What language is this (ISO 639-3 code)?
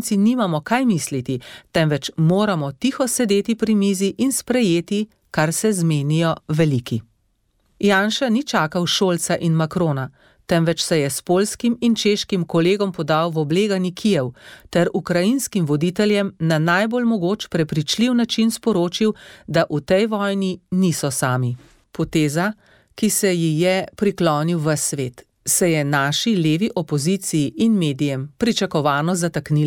slv